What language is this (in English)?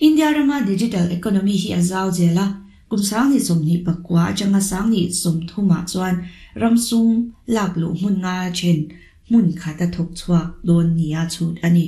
Mizo